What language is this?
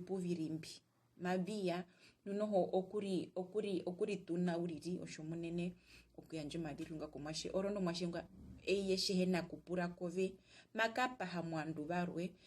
Herero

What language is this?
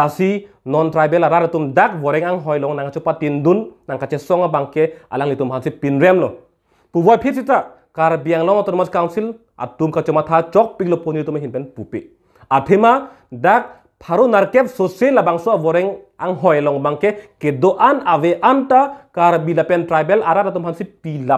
Karbi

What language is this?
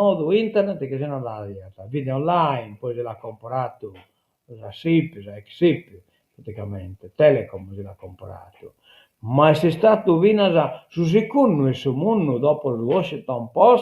Sardinian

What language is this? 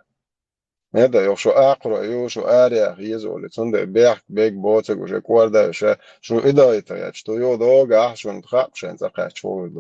Chechen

